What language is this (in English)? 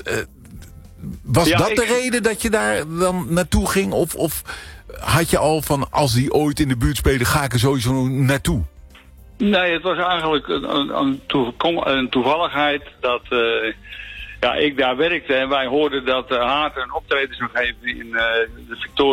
Dutch